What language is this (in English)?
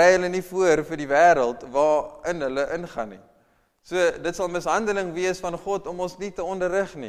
Afrikaans